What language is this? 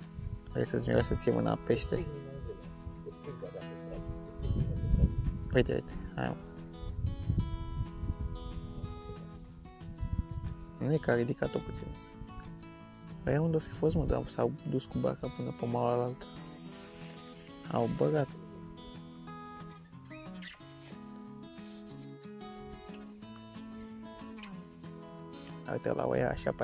Romanian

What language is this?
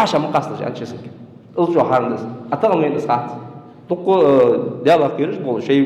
Ingush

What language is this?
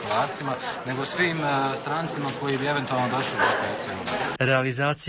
Bosnian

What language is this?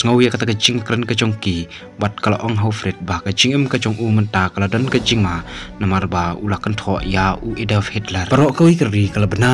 Khasi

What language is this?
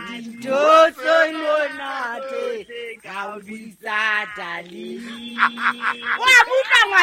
Southern Sotho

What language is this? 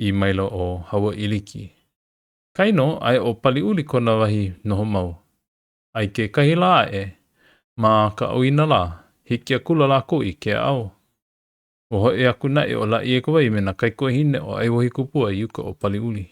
Hawaiian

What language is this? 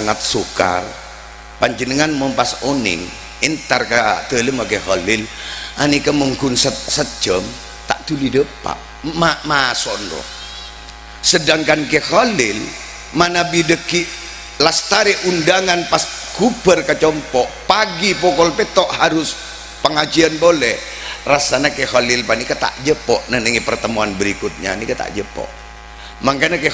Madurese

